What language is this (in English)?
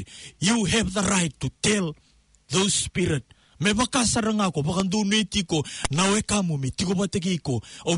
Fijian